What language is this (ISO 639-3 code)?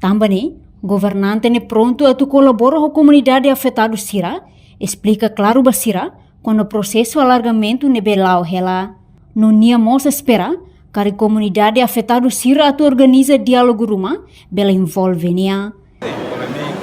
tet